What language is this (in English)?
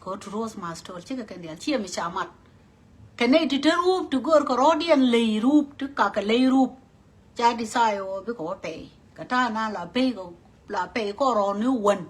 Nuer